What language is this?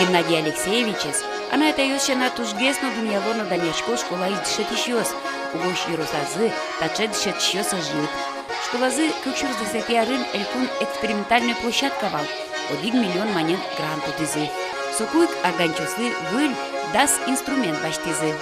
Udmurt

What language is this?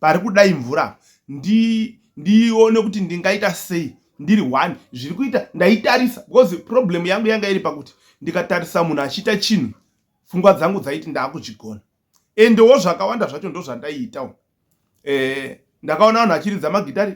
Shona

